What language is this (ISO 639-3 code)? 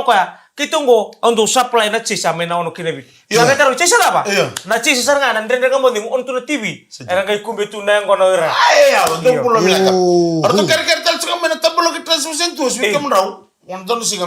fij